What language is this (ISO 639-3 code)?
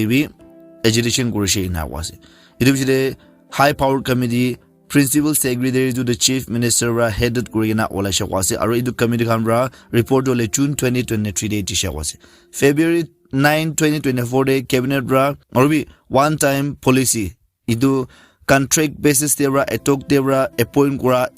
nag